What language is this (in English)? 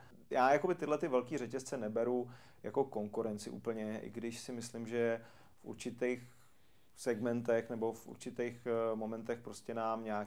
Czech